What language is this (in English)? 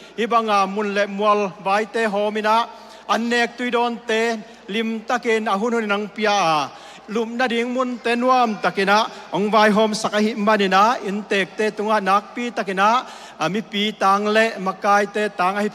Tedim Chin